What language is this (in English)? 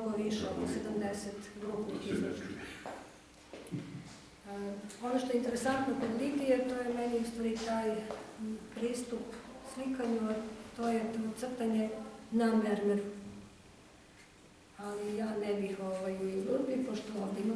Serbian